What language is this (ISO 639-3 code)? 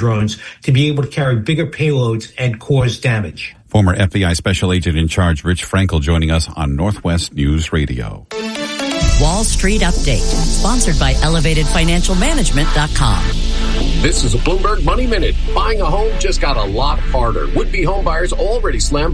eng